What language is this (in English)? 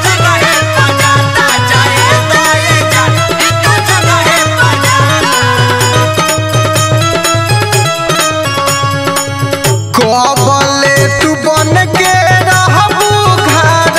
Bhojpuri